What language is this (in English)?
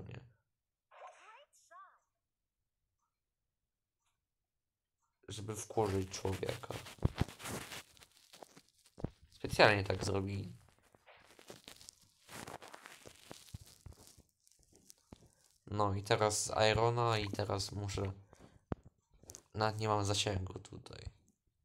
Polish